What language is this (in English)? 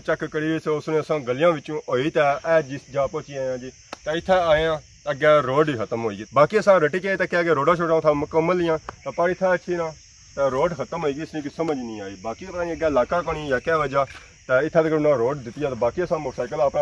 Pahari-Potwari